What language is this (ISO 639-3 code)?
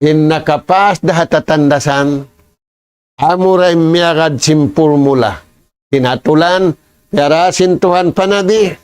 tsg